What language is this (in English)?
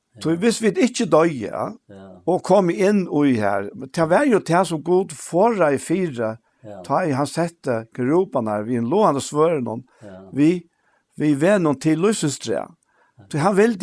Faroese